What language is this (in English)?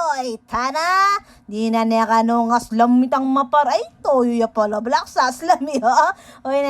Pampanga